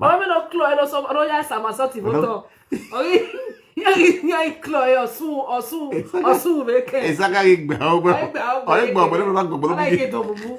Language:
Nigerian Pidgin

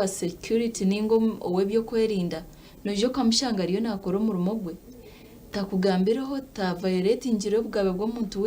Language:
Nyankole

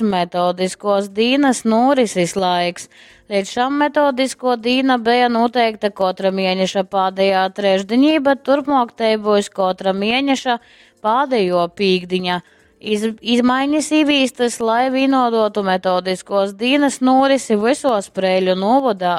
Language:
Latgalian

